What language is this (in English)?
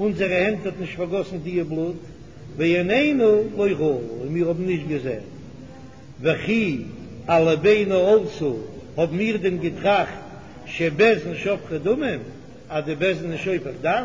Yiddish